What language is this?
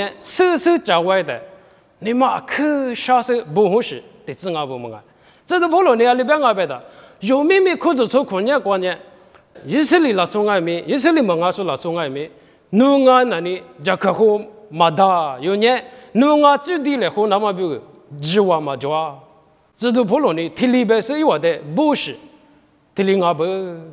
Lisu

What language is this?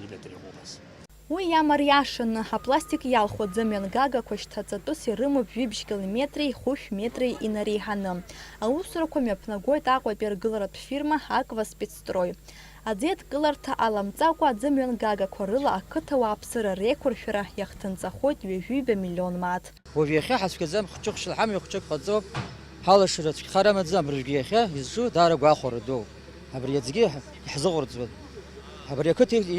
Abkhazian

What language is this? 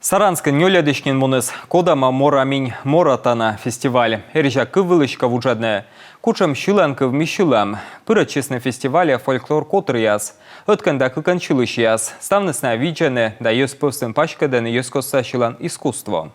Komi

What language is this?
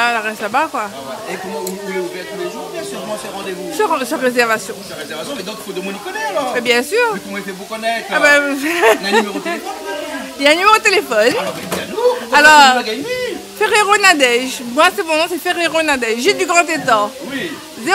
Réunion Creole French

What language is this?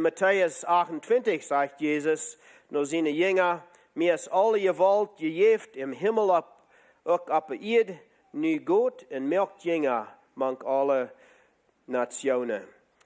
Plautdietsch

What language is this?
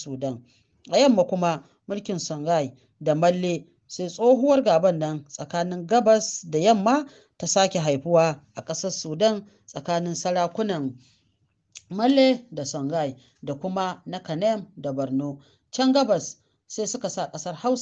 Hausa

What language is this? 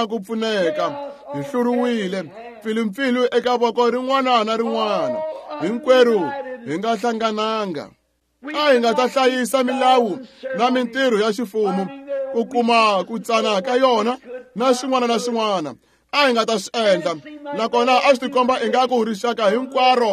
Tsonga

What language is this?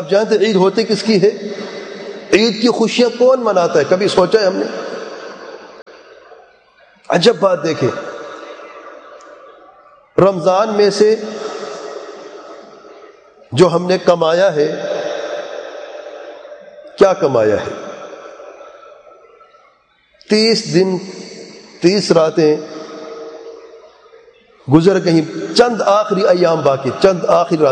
Urdu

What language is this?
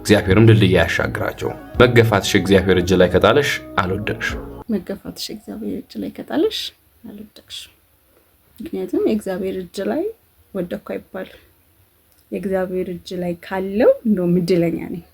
Amharic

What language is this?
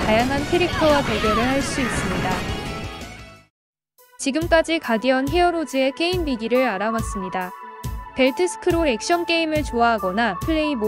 Korean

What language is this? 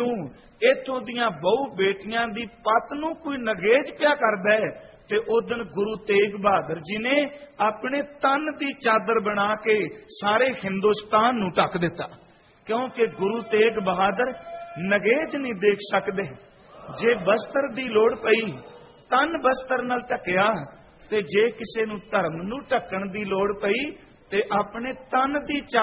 Punjabi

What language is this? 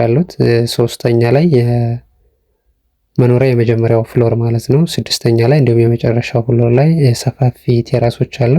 Amharic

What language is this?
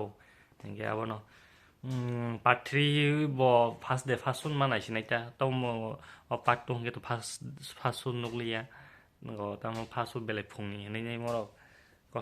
Kok Borok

